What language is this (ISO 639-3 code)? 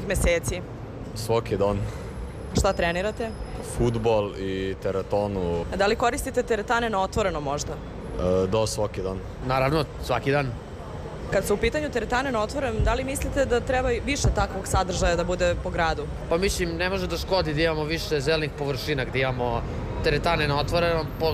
srp